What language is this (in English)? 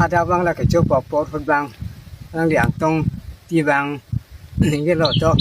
Karbi